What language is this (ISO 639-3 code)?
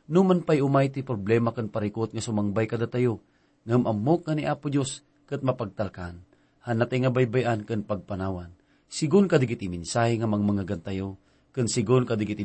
ilo